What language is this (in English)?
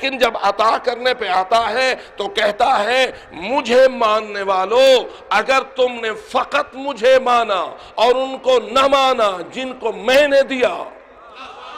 Urdu